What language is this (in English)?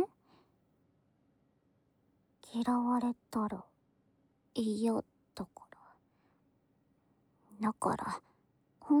Japanese